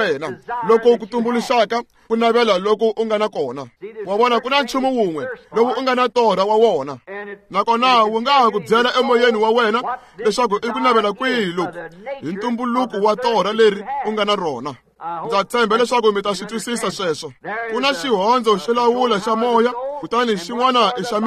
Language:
Tsonga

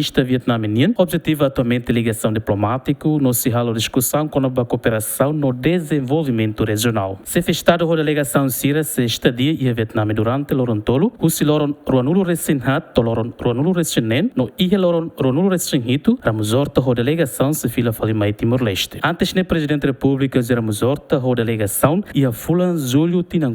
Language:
Tetum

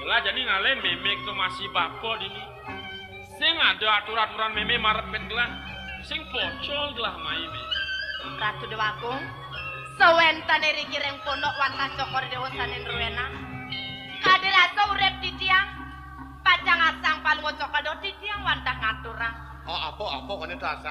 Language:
Balinese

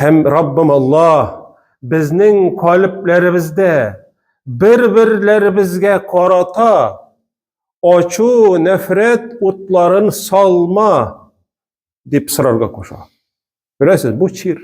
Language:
Tatar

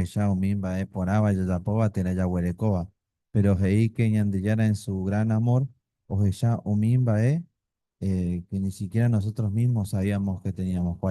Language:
Guarani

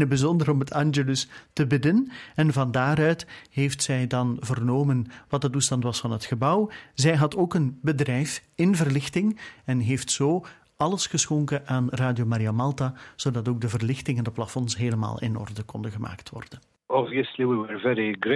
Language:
Dutch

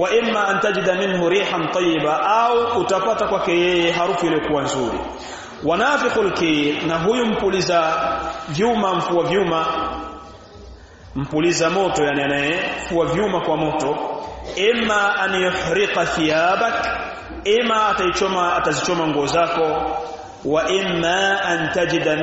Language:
Swahili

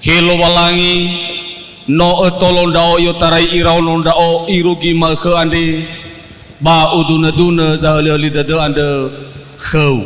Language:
Nias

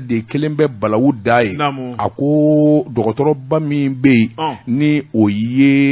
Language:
Bambara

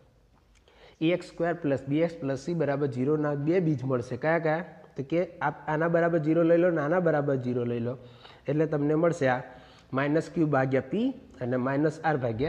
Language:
Gujarati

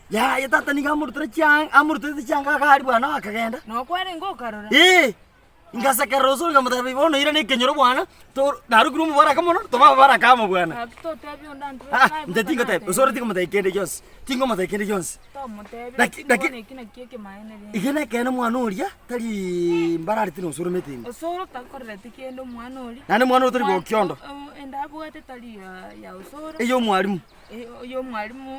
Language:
Gusii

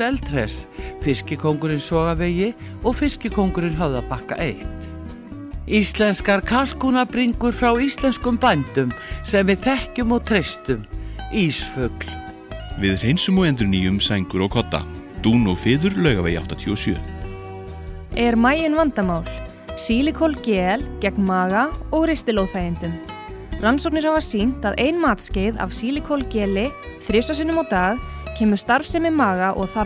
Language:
Icelandic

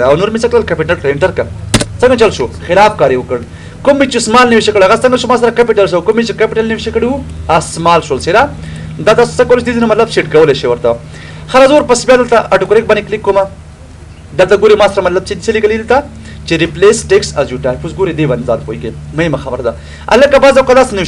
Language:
Pashto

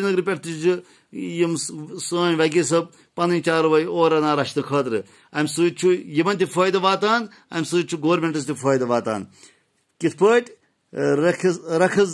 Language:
Kashmiri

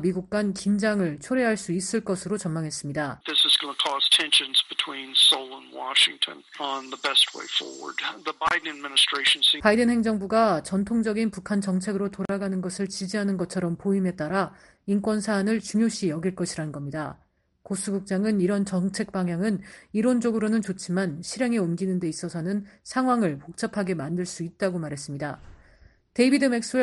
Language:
Korean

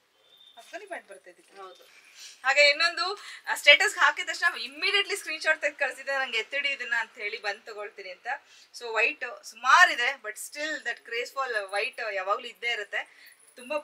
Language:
Kannada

